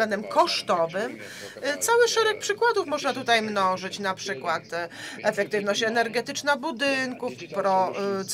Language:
Polish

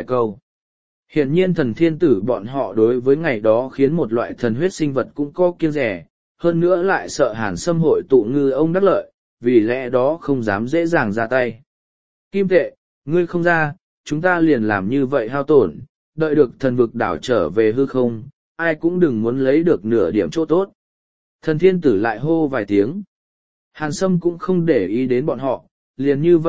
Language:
Vietnamese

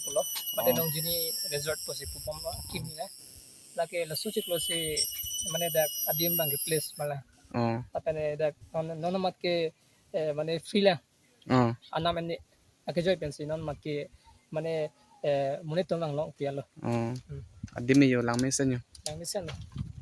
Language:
Karbi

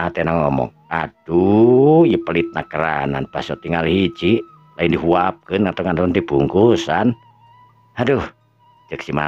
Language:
Sundanese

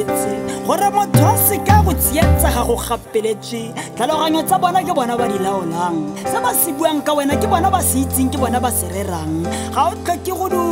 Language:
Tswana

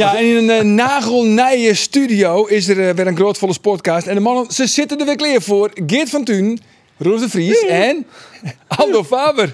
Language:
Western Frisian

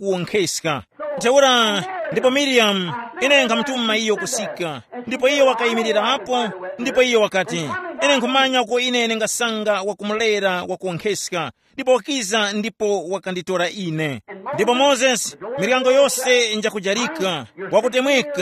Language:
Tumbuka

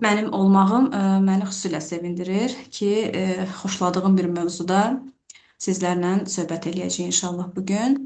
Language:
Azerbaijani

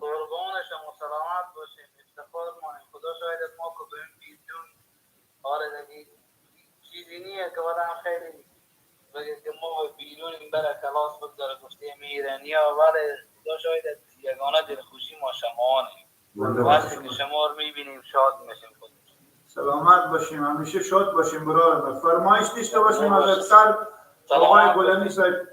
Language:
Persian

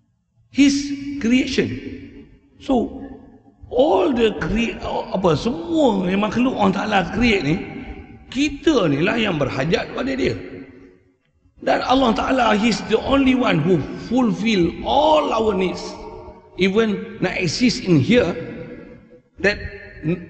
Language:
Malay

